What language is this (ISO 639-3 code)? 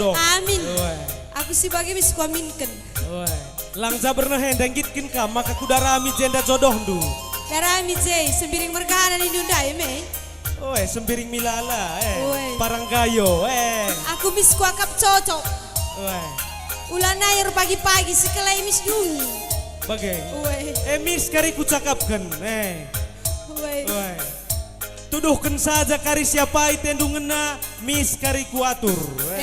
btx